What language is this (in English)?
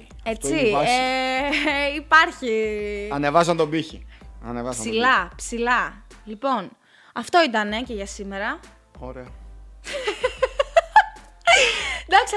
Greek